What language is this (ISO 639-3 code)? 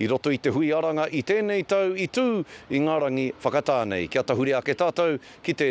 mri